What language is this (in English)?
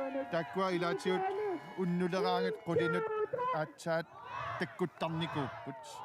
Kalaallisut